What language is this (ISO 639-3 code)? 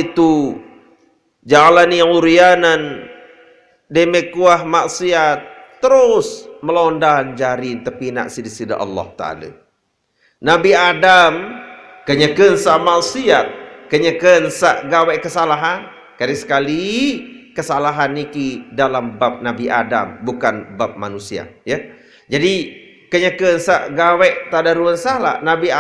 sas